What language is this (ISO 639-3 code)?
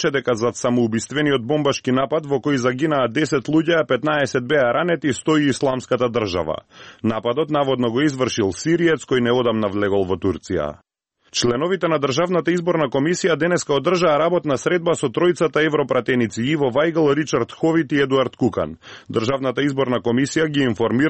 mkd